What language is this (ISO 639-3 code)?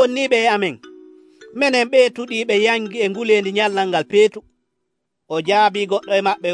fuv